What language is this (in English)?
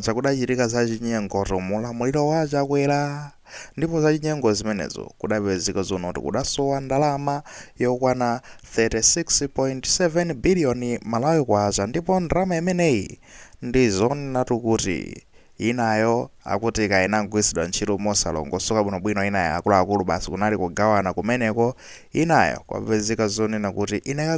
Nyanja